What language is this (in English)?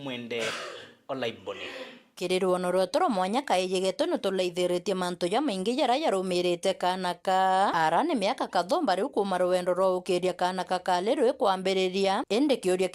Meru